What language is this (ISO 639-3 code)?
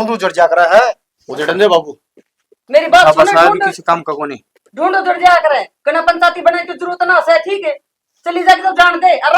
bgc